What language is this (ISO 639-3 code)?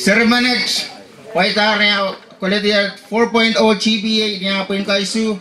pon